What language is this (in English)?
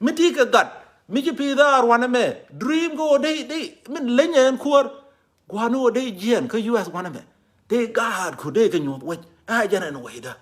Nuer